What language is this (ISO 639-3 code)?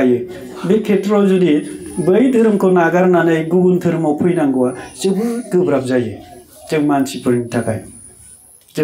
brx